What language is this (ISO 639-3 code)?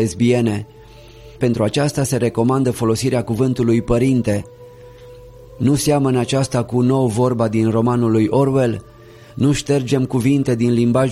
ron